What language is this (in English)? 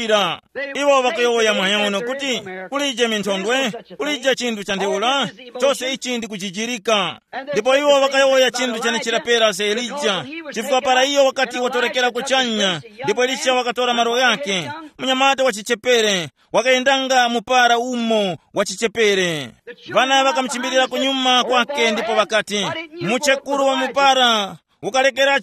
Tumbuka